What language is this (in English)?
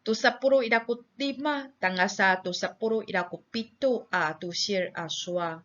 Amis